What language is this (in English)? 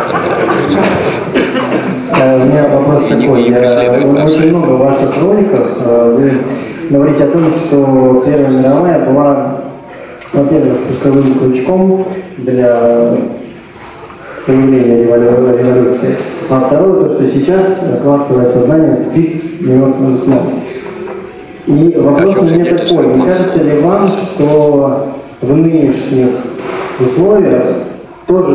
Russian